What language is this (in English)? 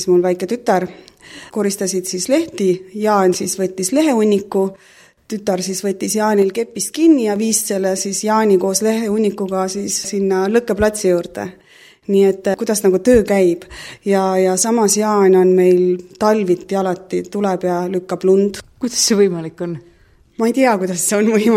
Estonian